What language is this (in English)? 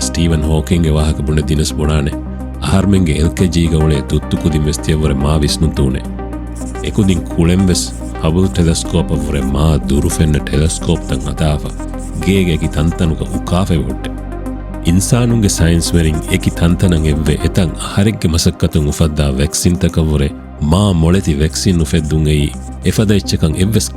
Divehi